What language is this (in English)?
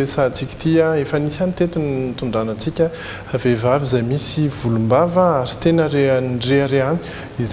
Malagasy